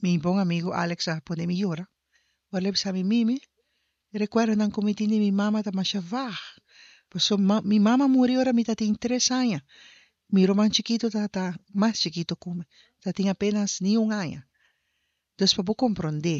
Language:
Papiamento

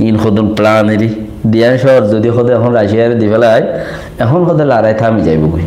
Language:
Rohingya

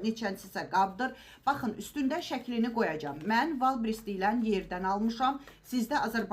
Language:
Azerbaijani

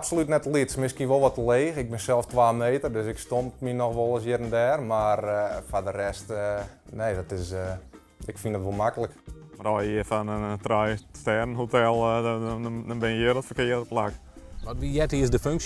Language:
Western Frisian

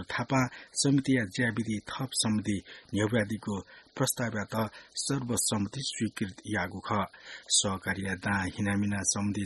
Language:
Newari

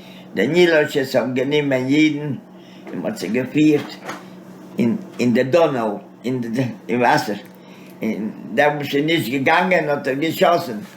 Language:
Yiddish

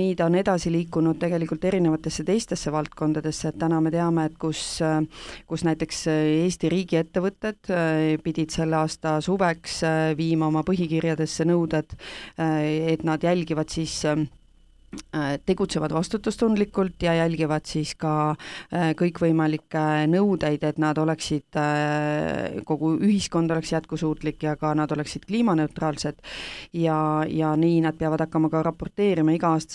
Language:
Estonian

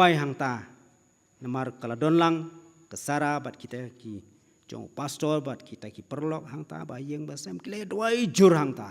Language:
Khasi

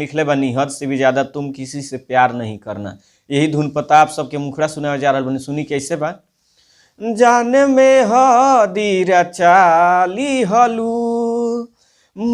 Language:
Bhojpuri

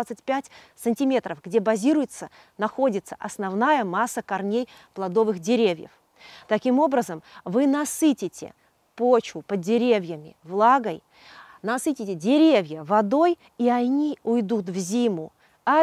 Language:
Russian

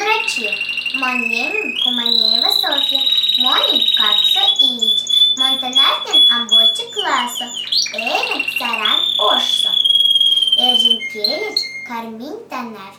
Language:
Erzya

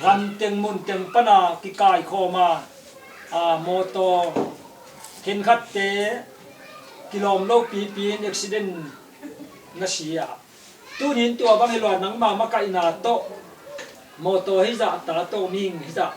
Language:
Tedim Chin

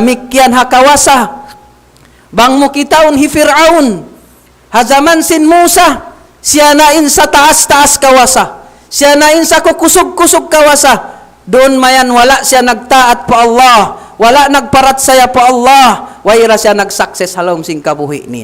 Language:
Tausug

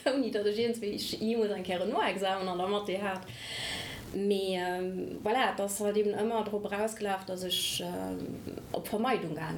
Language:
Luxembourgish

